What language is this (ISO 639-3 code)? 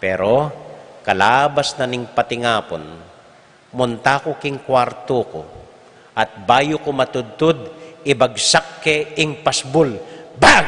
pam